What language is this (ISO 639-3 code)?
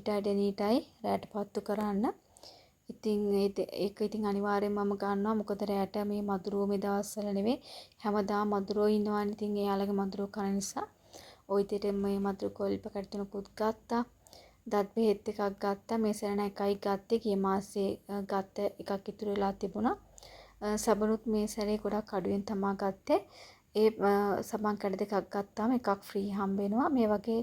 sin